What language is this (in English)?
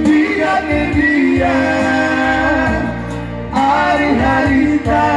Batak Karo